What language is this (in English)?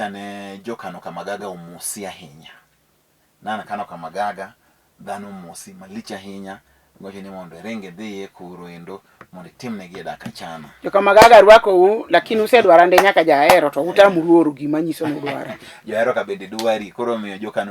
Luo (Kenya and Tanzania)